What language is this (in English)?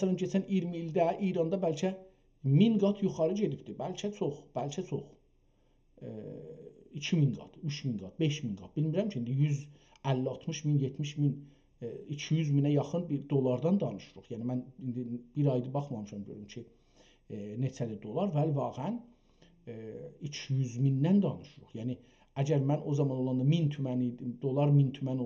South Azerbaijani